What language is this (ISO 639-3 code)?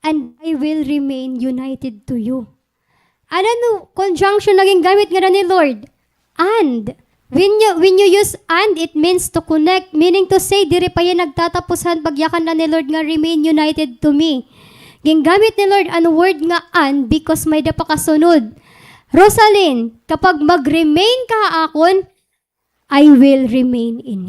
war